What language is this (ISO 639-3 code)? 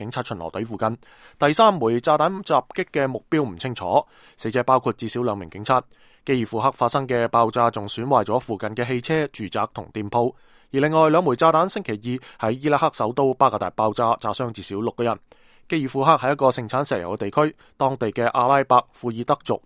yue